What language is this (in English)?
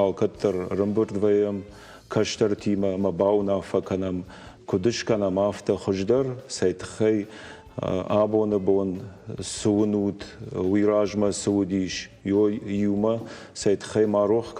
Ossetic